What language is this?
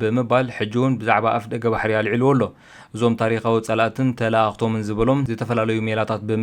Tigrinya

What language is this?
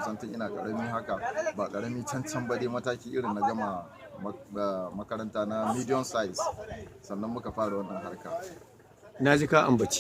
Hausa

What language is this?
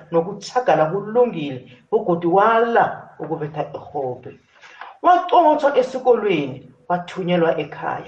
South Ndebele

